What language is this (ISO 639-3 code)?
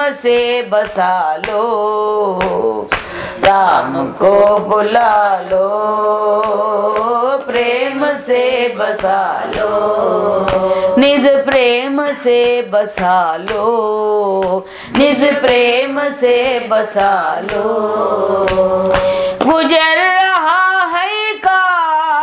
tel